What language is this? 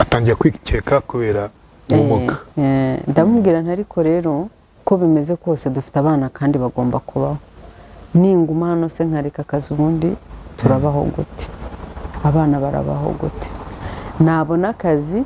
Kinyarwanda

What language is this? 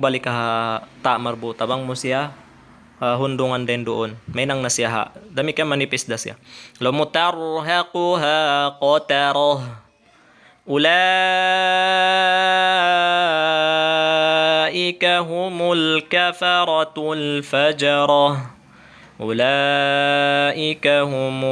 Tausug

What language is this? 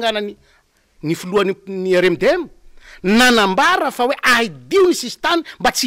Malagasy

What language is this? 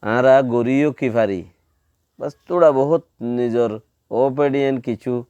Rohingya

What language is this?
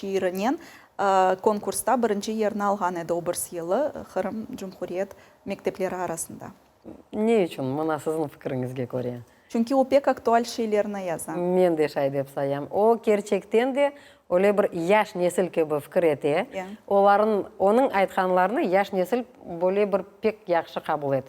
Crimean Tatar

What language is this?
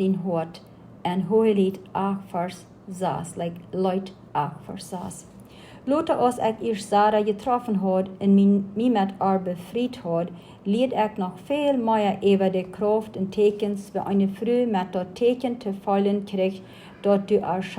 Plautdietsch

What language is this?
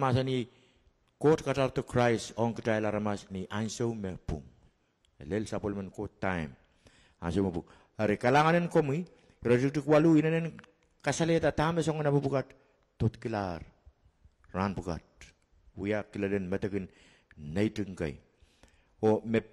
Pohnpeian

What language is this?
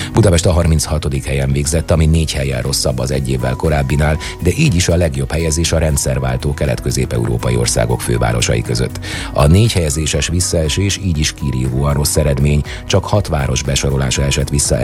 Hungarian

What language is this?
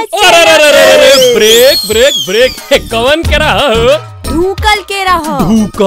Bhojpuri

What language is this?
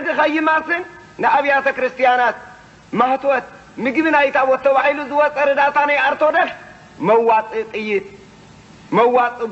Tigrinya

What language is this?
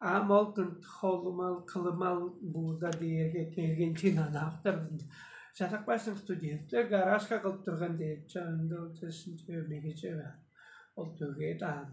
Tuvinian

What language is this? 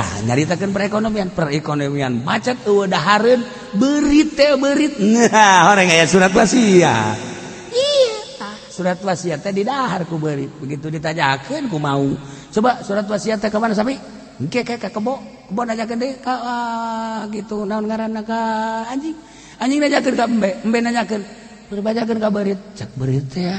Sundanese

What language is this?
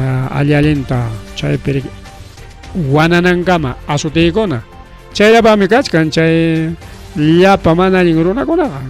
Ayacucho Quechua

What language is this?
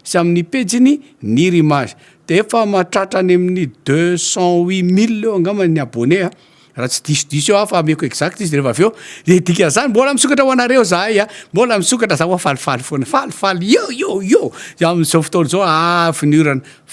Malagasy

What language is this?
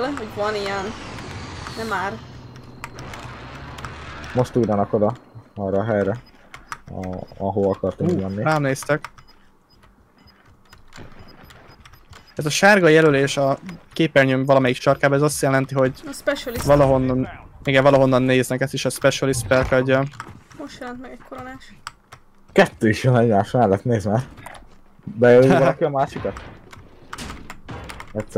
Hungarian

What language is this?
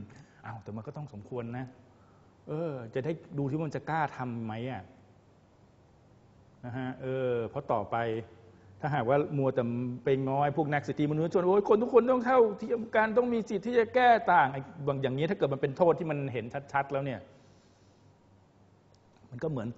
Thai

